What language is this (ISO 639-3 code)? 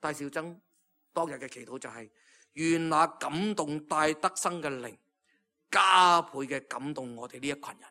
yue